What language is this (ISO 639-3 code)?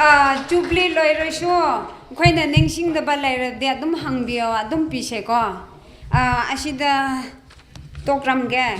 nmf